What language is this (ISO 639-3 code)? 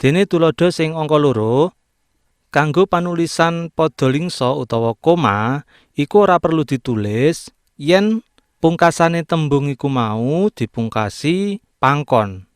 jav